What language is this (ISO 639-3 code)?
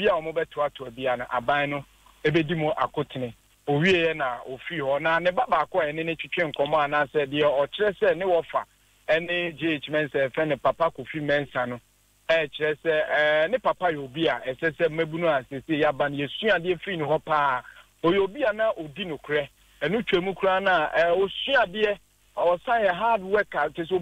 aka